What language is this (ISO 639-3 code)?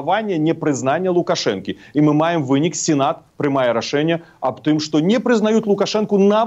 bel